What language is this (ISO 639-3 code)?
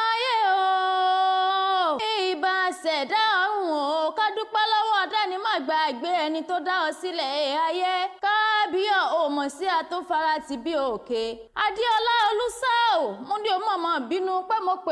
yor